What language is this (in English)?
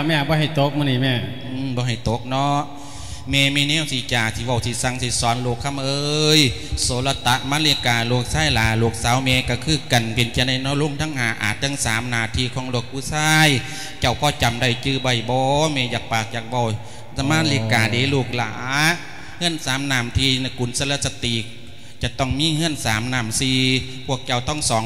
Lao